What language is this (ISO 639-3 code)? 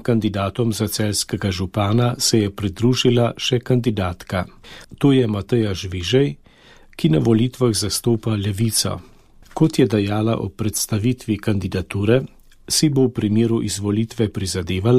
slv